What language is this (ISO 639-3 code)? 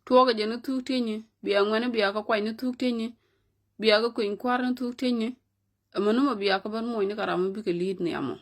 nus